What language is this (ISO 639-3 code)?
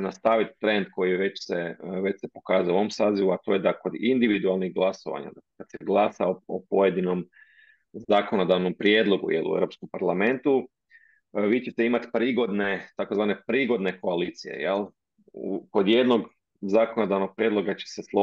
hrv